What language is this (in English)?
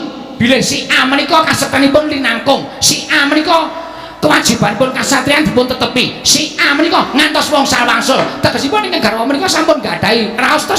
Javanese